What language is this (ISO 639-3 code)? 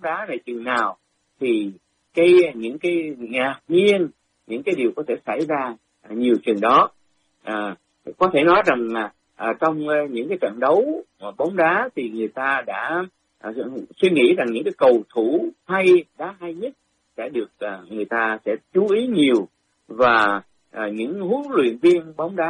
vie